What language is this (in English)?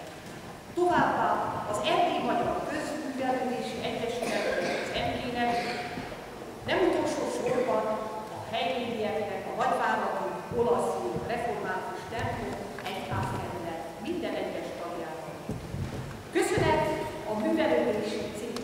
Hungarian